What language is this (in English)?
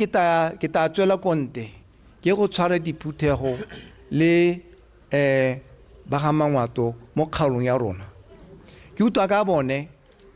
Tswana